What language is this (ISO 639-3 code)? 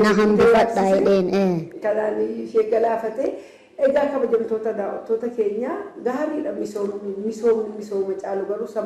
orm